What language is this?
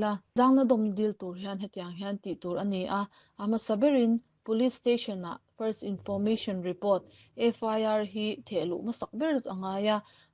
Mizo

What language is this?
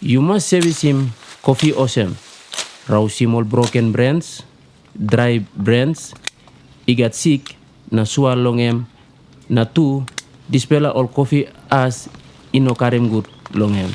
Tok Pisin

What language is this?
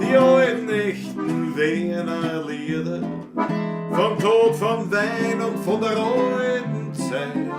Bavarian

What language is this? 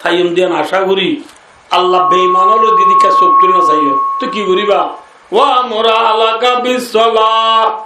Rohingya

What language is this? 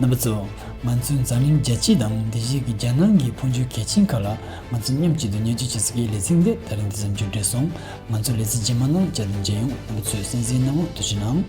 Tibetan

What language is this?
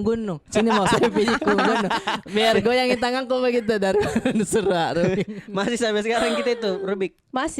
Makassar Malay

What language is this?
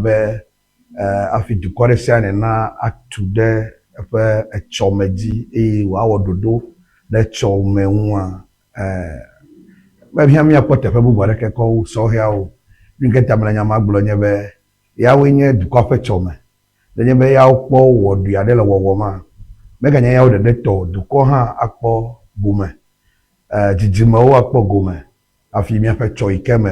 Ewe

